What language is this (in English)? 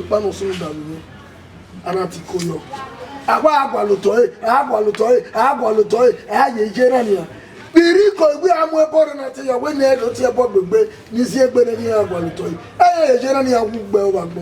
Bini